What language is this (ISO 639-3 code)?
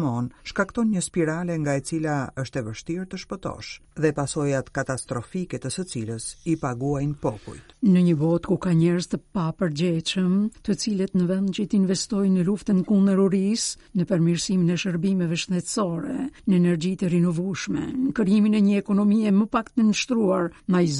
sqi